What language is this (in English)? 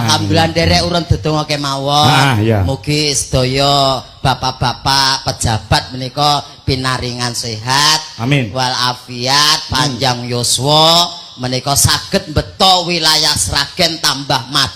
Javanese